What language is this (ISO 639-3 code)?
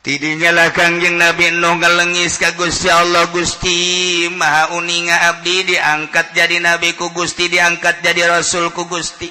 sun